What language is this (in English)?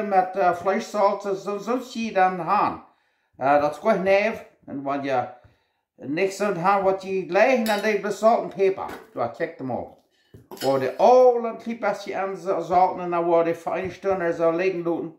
Plautdietsch